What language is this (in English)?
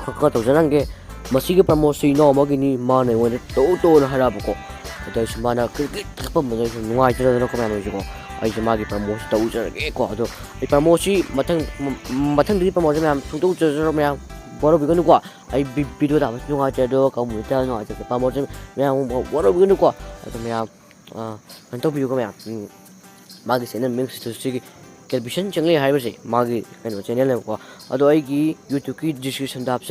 Manipuri